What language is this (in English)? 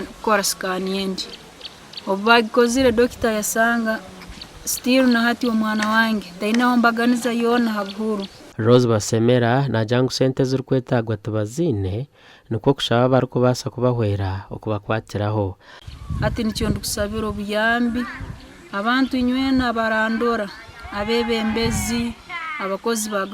Nyankole